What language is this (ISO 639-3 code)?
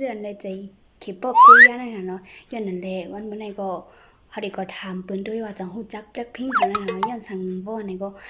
shn